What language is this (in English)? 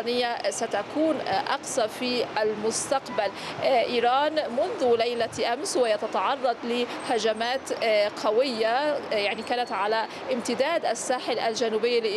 Arabic